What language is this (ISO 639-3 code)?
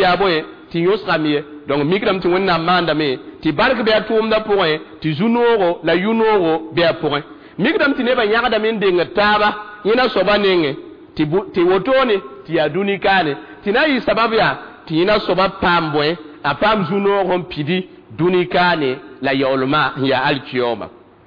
mos